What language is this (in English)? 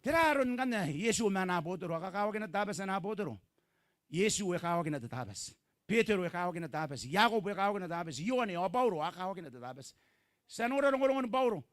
Gilbertese